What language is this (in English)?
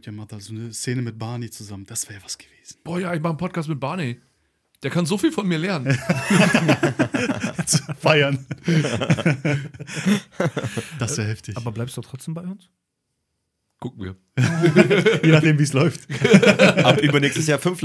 German